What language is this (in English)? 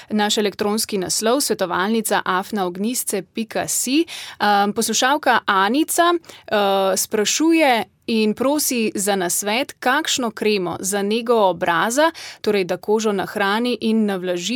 Slovenian